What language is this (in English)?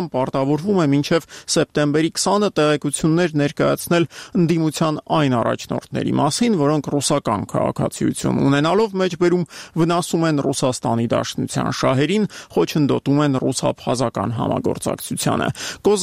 Armenian